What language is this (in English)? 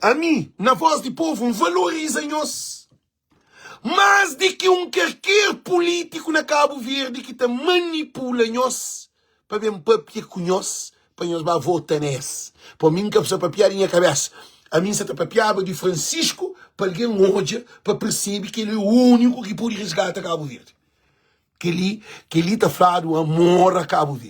Kabuverdianu